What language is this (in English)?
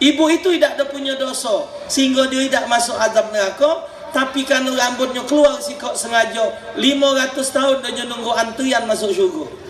Musi